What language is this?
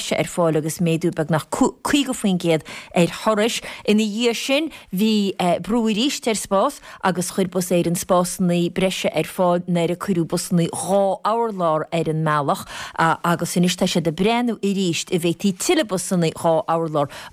Irish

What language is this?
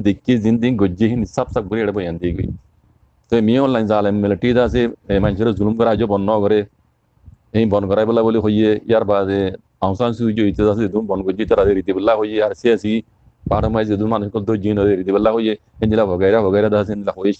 Rohingya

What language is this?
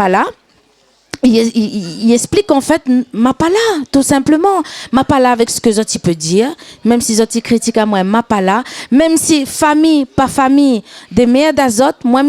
Réunion Creole French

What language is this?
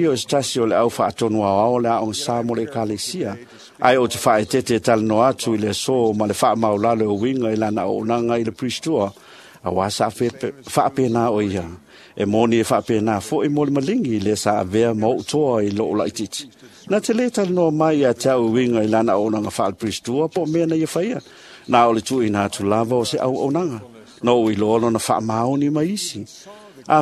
Samoan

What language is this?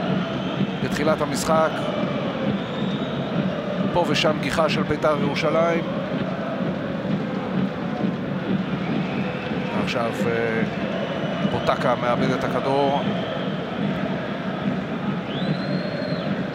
Hebrew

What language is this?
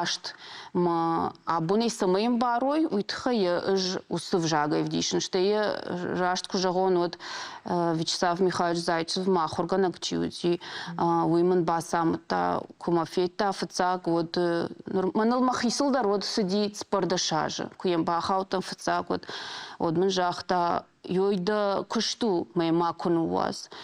Ossetic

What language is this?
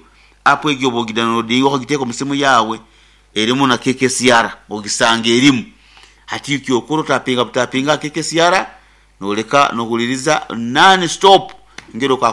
Nyoro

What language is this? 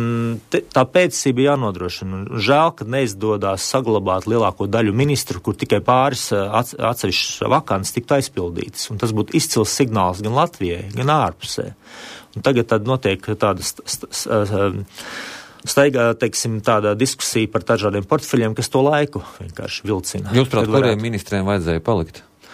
Latvian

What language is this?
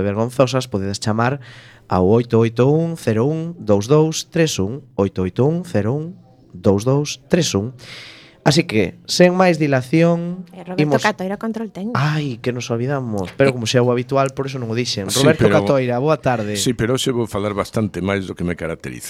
Galician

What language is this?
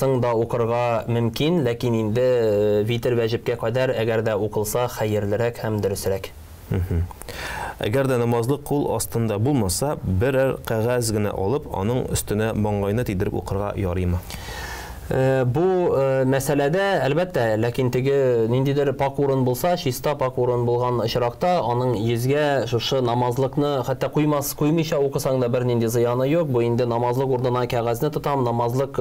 Tatar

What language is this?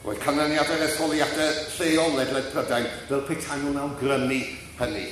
Welsh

